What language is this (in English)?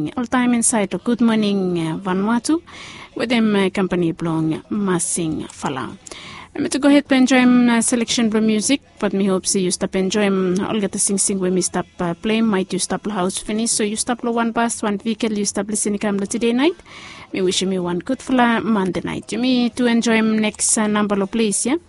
Bislama